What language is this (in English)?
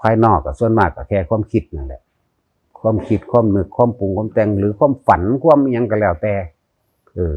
Northeastern Thai